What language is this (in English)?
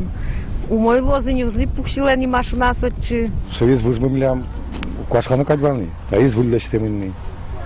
Udmurt